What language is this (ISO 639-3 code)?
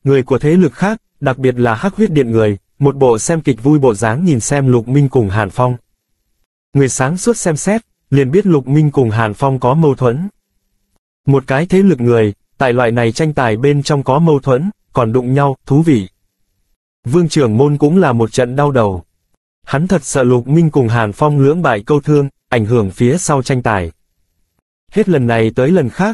vie